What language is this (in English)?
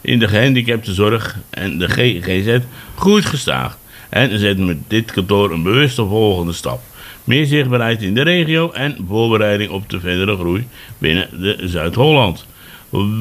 Dutch